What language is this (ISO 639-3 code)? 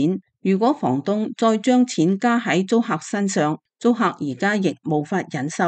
yue